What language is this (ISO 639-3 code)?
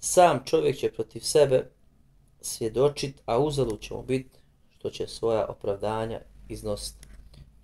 bos